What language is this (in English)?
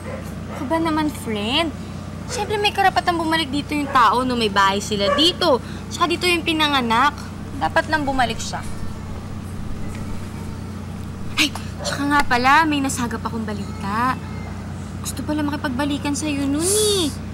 Filipino